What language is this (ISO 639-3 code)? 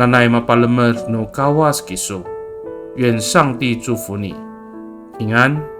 ami